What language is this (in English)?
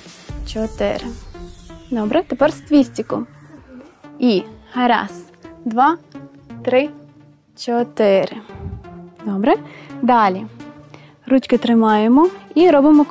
Ukrainian